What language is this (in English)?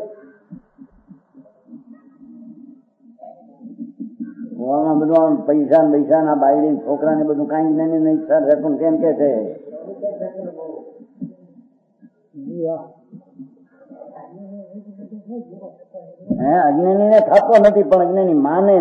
Gujarati